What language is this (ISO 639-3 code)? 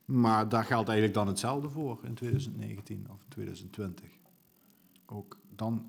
nld